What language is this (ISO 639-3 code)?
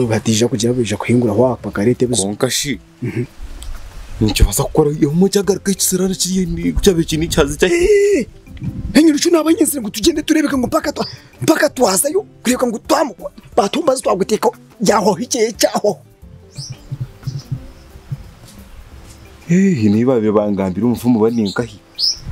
kin